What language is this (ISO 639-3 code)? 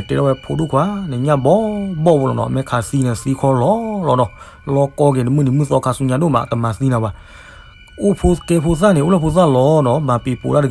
ksw